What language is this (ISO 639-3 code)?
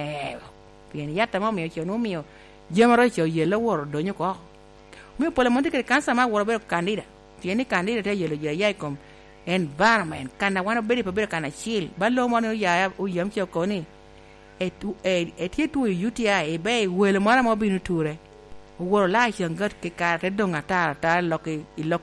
laj